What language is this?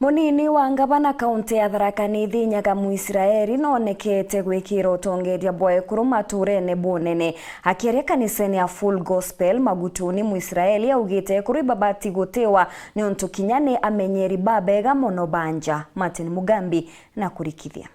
Meru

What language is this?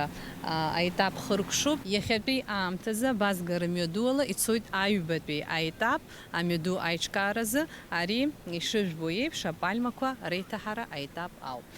Abkhazian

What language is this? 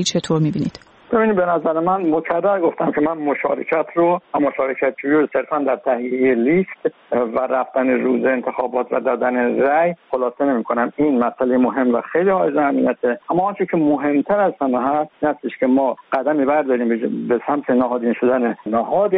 Persian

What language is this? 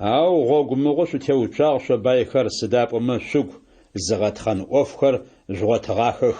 Adyghe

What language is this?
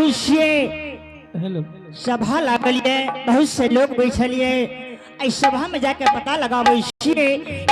Angika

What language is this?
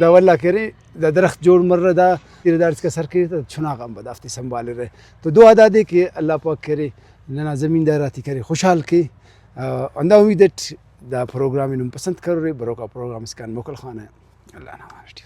Brahui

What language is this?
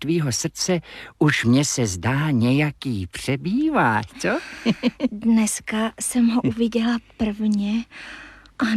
Czech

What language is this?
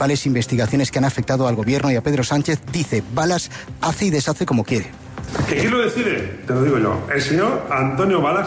Spanish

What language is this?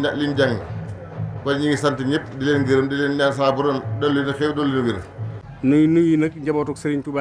Wolof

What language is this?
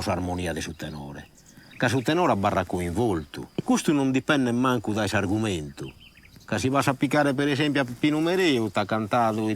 Sardinian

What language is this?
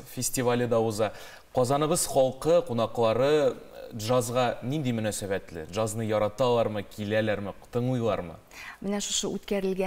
Tatar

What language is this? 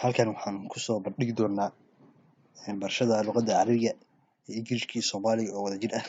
Somali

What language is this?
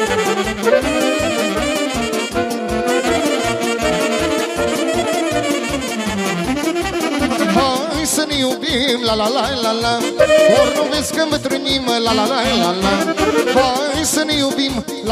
Romanian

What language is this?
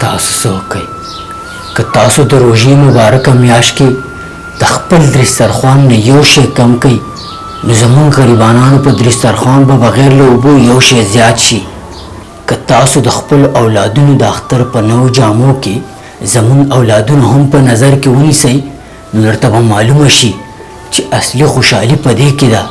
Pashto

